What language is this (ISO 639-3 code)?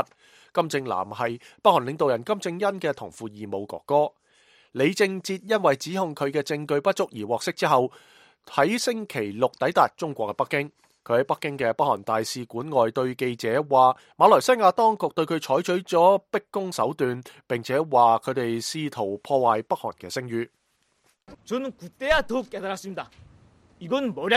yue